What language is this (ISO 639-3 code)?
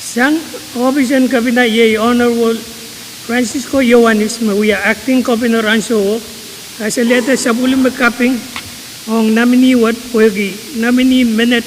pon